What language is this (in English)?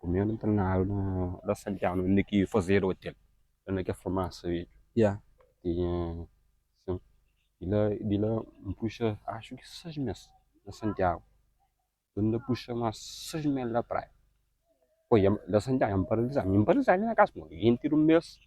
Kabuverdianu